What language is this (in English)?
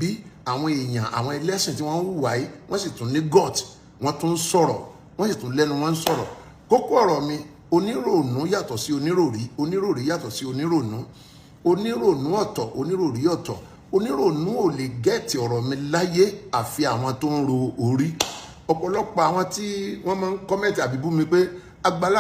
Yoruba